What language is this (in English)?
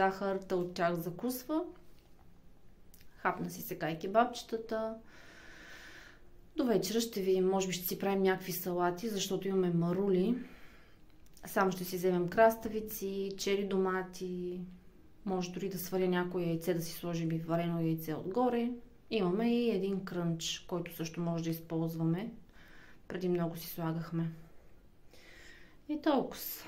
Bulgarian